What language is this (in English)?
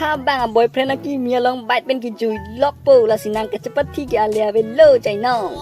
Karbi